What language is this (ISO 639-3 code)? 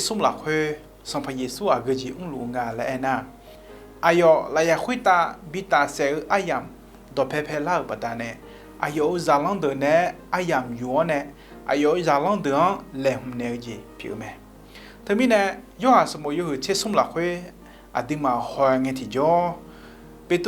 ahk